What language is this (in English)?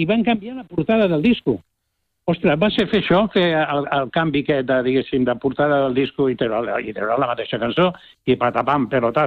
Catalan